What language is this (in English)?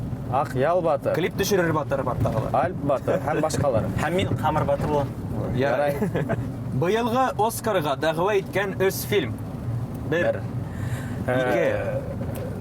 Bashkir